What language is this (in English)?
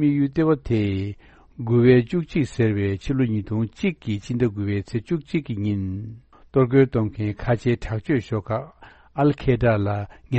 Tibetan